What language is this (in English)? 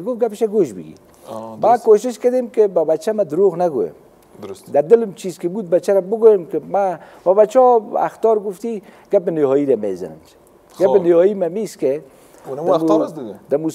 Persian